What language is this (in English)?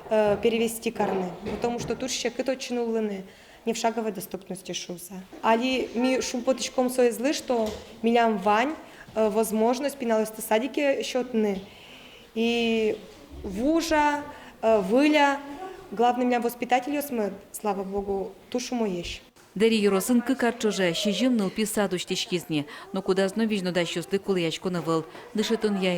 Udmurt